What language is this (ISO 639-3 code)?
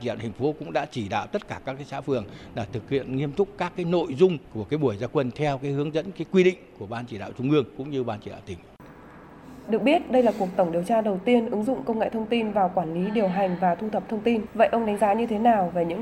vie